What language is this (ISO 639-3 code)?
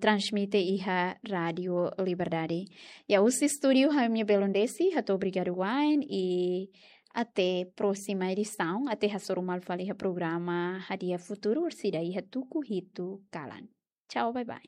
tet